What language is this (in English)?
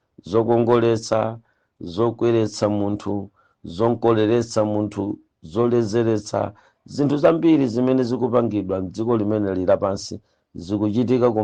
Nyanja